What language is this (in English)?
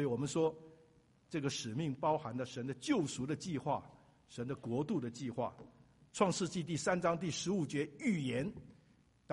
Chinese